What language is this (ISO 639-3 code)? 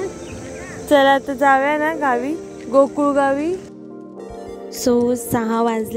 mar